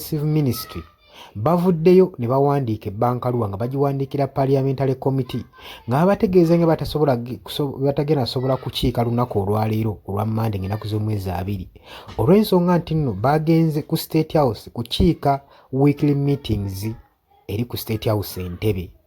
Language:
Ganda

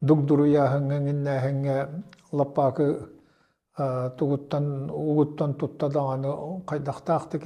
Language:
Yakut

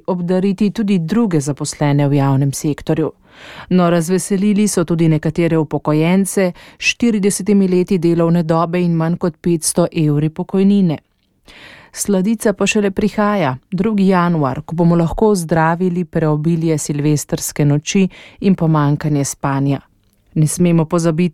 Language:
Slovenian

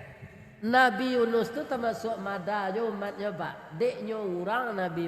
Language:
Minangkabau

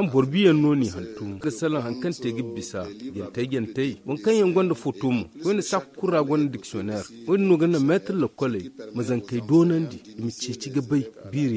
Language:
Zarma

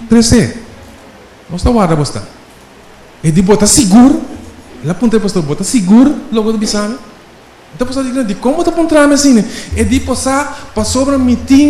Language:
Papiamento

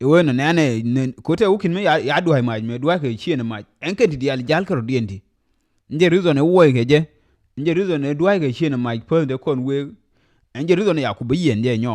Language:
Nuer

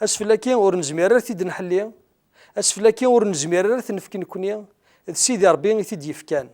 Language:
Kabyle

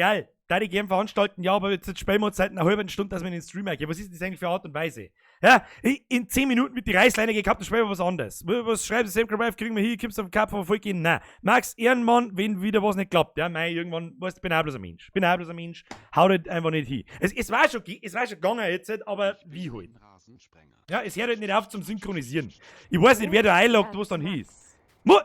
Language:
Bavarian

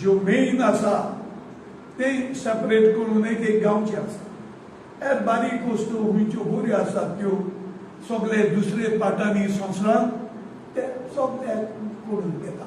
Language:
Konkani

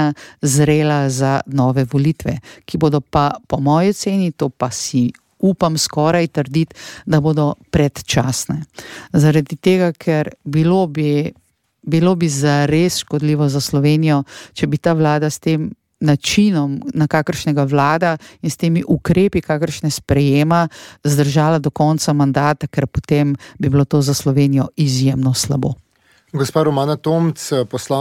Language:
Slovenian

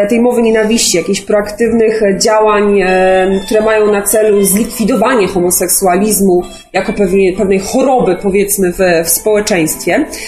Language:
Polish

